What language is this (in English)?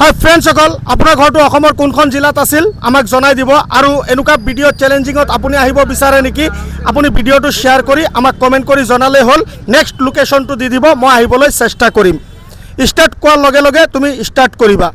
Assamese